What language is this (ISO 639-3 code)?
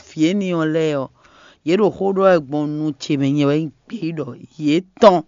fon